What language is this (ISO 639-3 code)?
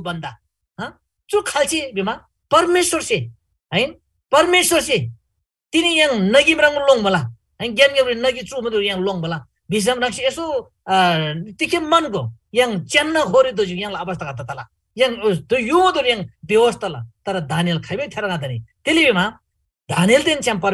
taj